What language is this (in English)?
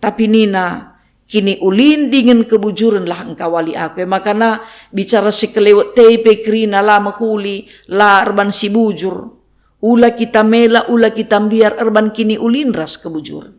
Batak Karo